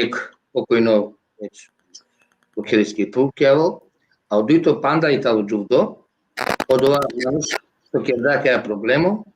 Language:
Balkan Romani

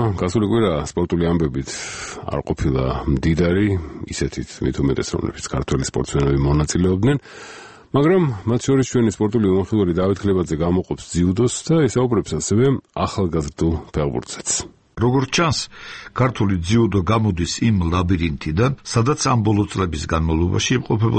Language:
Georgian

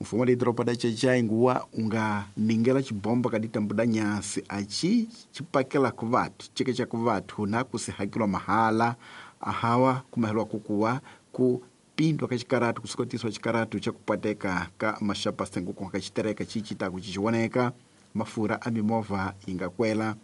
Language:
Tsonga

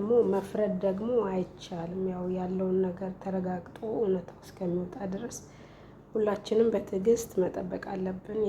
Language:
Amharic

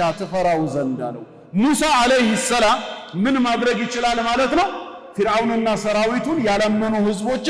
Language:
Amharic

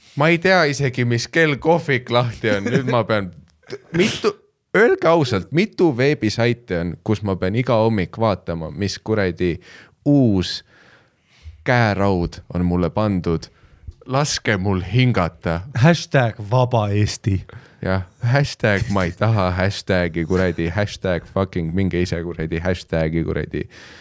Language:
Estonian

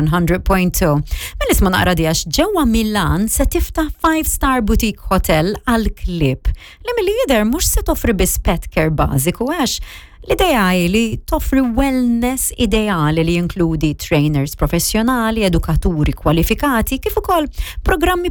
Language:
Maltese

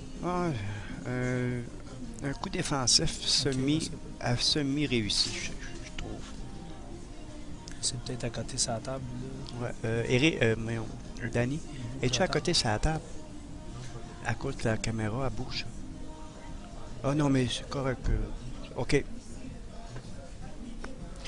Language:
French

